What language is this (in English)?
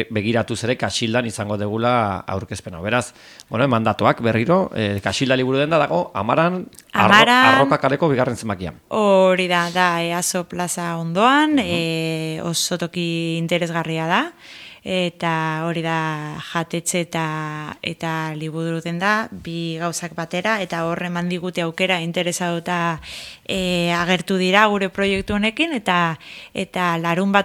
Basque